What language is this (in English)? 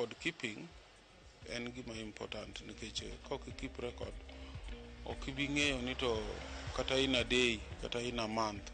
Luo (Kenya and Tanzania)